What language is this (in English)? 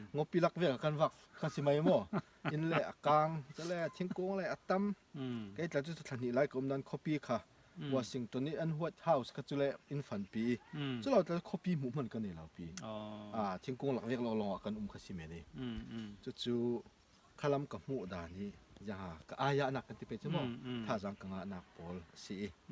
Falam Chin